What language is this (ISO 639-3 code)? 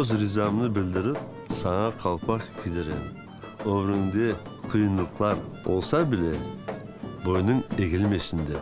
crh